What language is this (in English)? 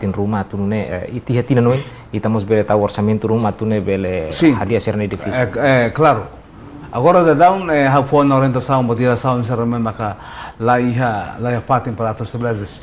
Tetum